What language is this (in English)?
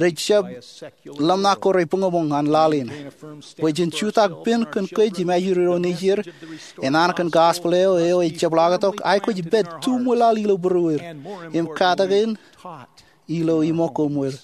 Marshallese